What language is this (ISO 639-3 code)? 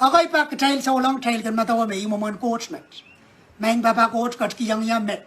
pon